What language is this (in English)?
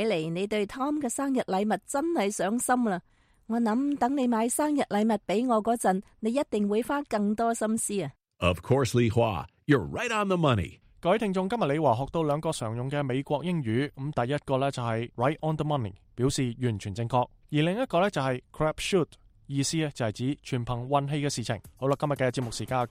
Cantonese